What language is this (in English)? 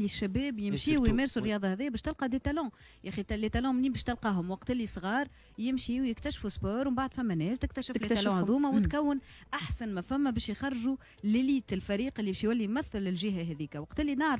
Tunisian Arabic